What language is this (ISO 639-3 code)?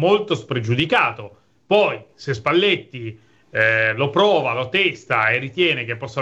ita